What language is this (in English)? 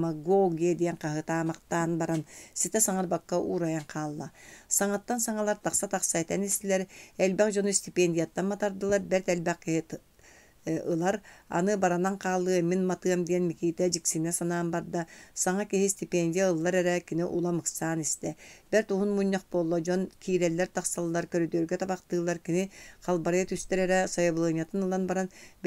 Yakut